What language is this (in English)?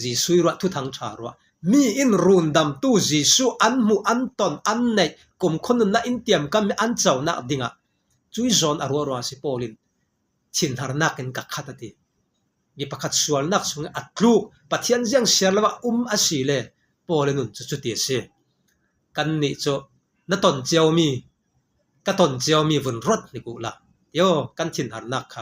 Falam Chin